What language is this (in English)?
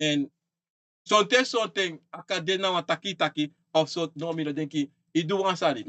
Sranan Tongo